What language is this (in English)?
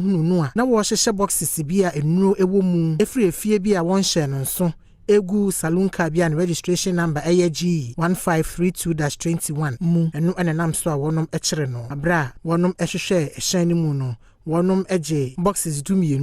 Akan